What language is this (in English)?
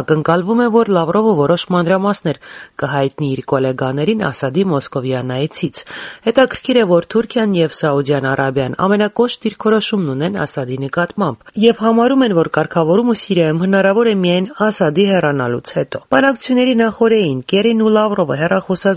Armenian